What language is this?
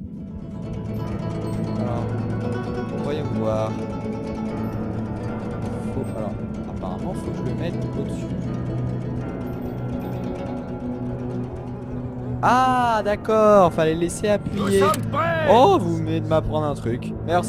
French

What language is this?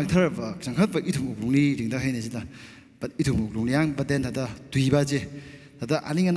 Tangkhul Naga (India)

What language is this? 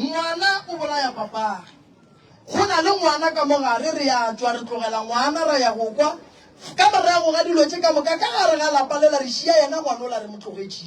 Northern Sotho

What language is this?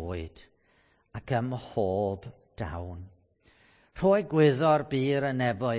Welsh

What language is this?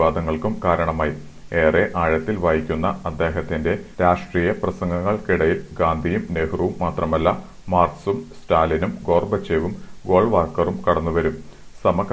Malayalam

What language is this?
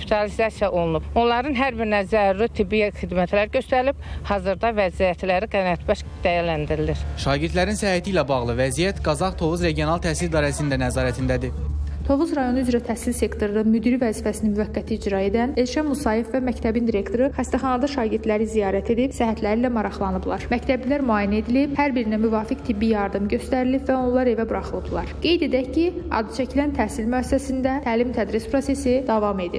Azerbaijani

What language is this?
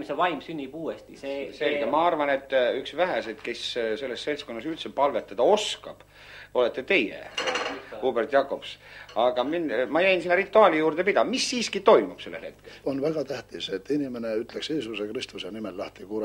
Estonian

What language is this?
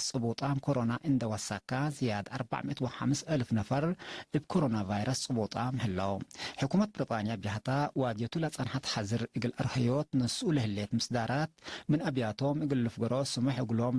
Tigre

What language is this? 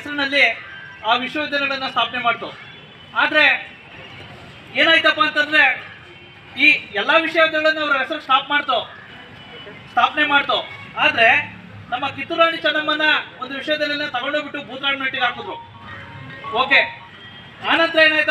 Kannada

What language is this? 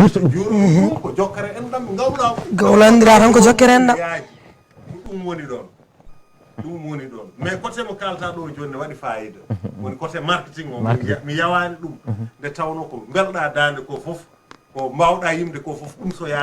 Fula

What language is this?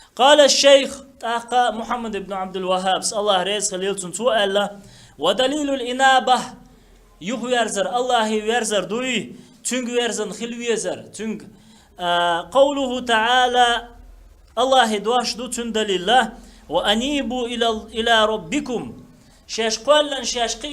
Chechen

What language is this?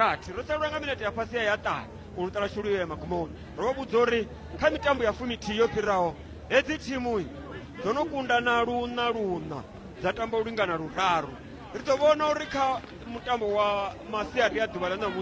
Venda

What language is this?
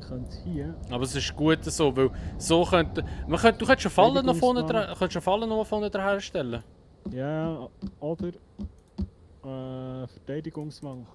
Swiss German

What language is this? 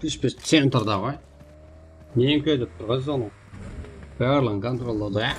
Kara-Kalpak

